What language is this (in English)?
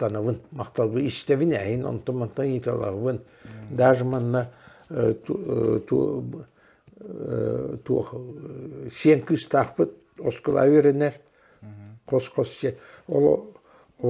Yakut